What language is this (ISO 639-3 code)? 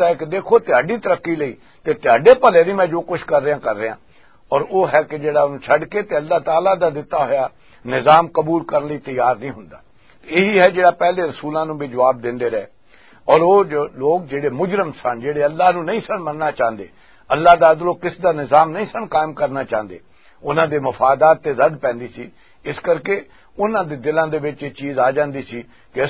lah